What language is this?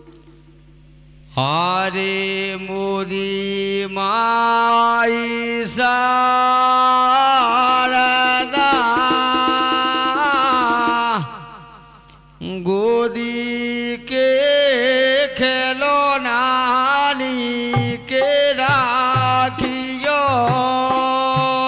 Bundeli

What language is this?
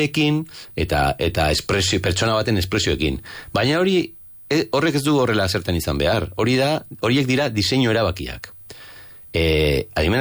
Basque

